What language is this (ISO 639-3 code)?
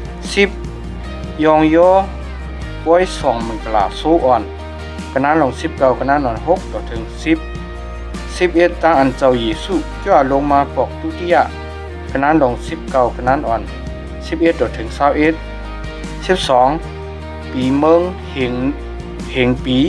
shn